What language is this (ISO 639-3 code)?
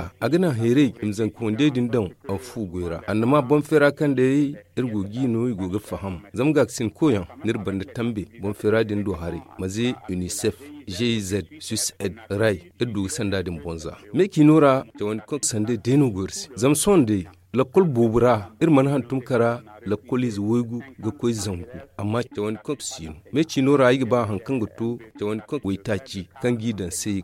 dje